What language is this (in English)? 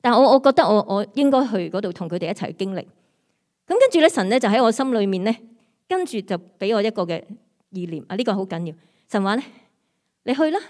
Cantonese